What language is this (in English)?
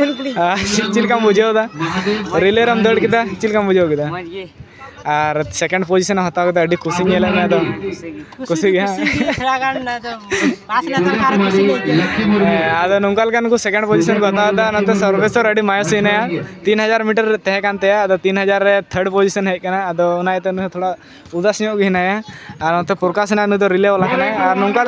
Santali